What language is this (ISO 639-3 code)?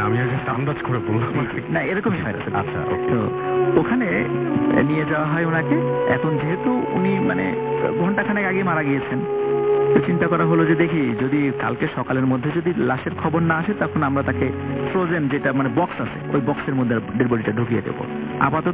ben